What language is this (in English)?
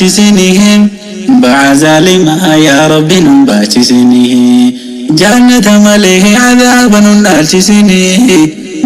Oromo